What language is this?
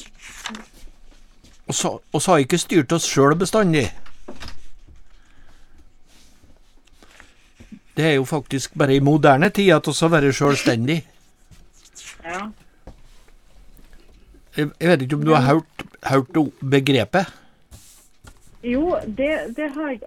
Norwegian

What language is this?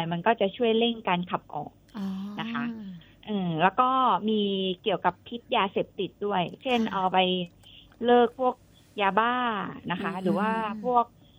Thai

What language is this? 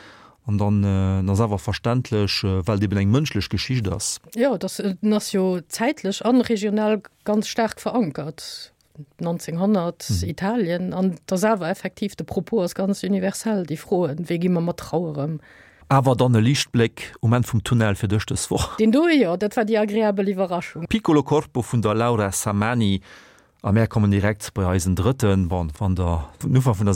Luxembourgish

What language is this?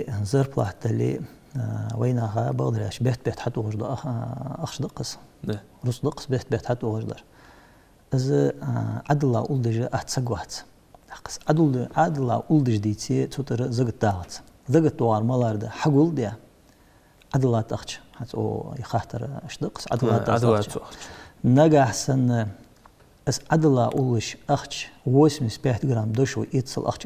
Ingush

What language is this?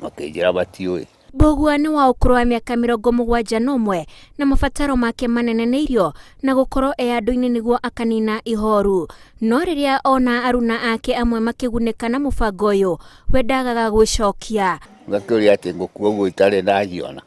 Kikuyu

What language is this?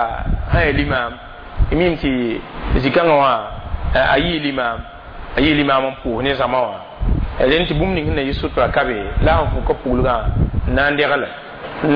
Mossi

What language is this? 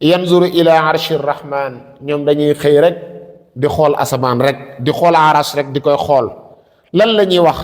Wolof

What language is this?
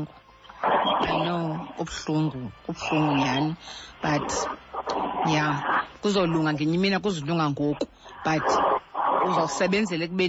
Xhosa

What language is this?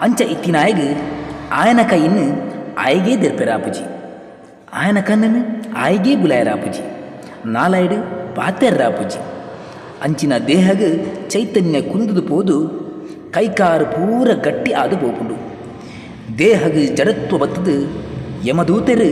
Tulu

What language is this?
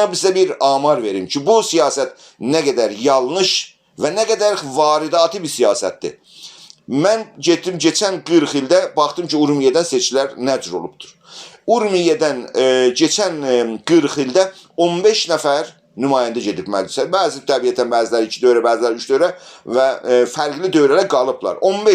South Azerbaijani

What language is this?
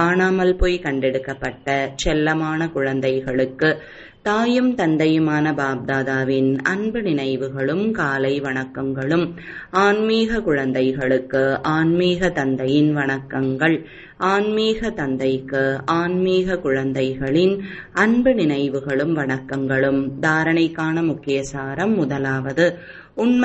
Tamil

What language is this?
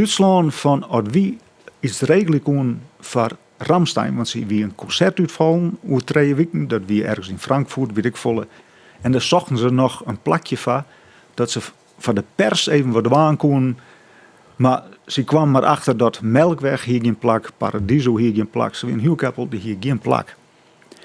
Western Frisian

